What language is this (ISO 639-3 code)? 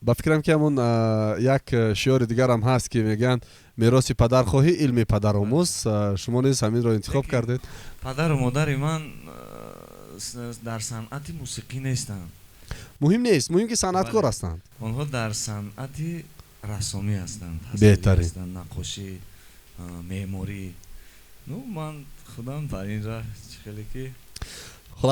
tgk